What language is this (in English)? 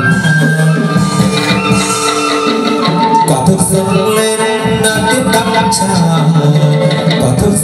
Vietnamese